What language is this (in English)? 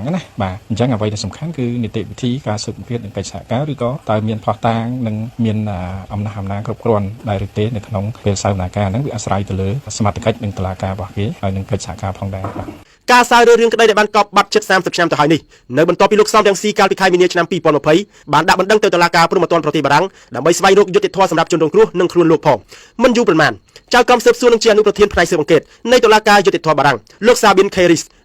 Khmer